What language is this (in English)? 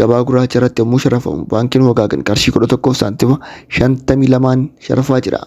Oromo